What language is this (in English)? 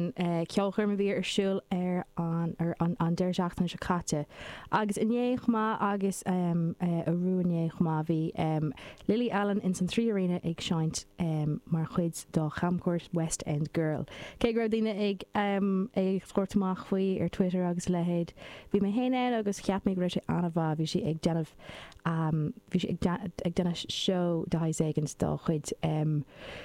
Irish